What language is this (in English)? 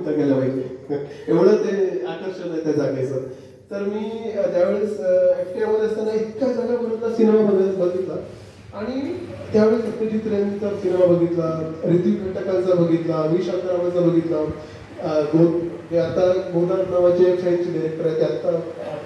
Marathi